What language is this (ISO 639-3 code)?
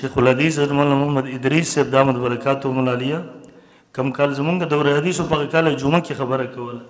pus